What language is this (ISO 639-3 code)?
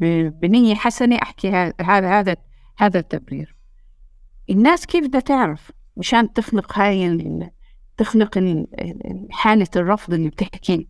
apc